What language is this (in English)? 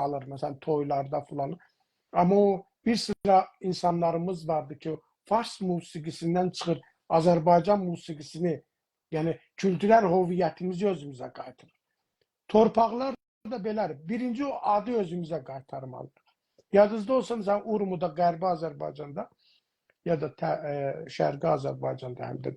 South Azerbaijani